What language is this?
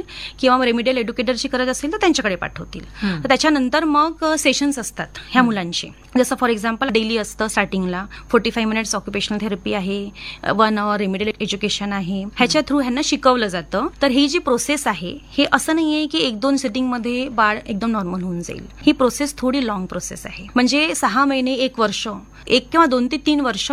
Marathi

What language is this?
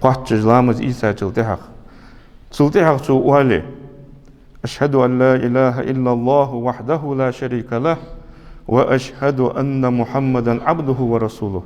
Ingush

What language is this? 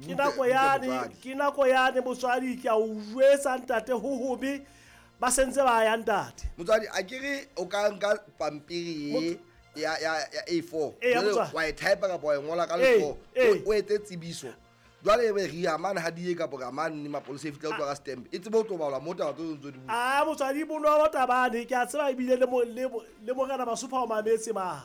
Southern Sotho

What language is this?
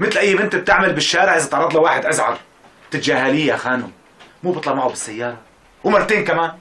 North Levantine Arabic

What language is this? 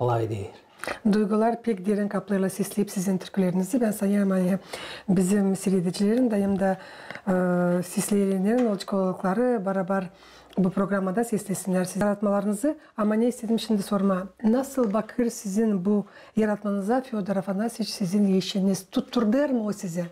Gagauz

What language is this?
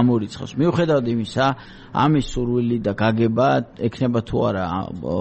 Georgian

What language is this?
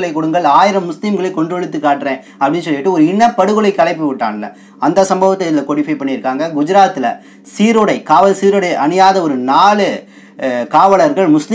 Tamil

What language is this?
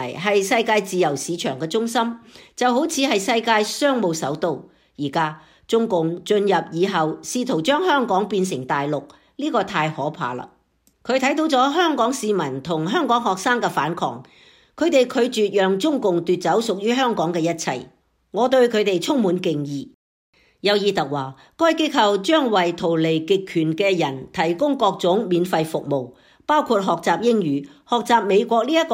Cantonese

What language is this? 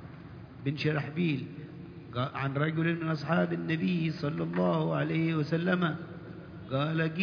Arabic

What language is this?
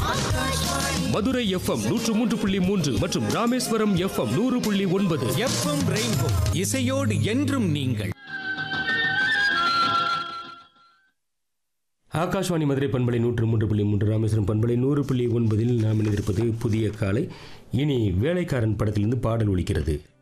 Tamil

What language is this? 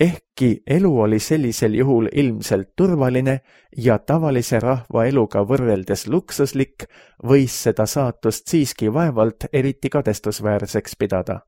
Estonian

